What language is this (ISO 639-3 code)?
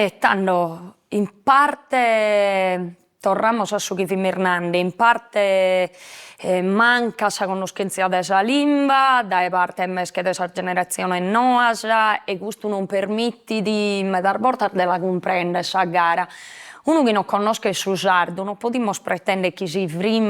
srd